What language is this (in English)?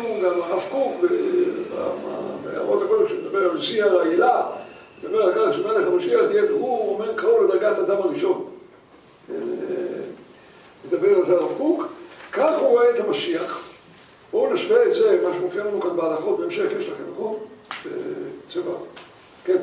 Hebrew